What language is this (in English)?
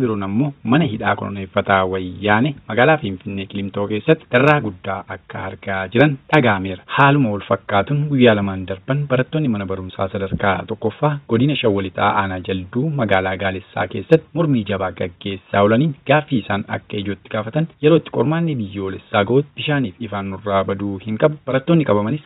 Oromo